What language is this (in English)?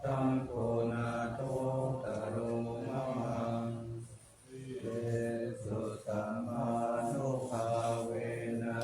Pali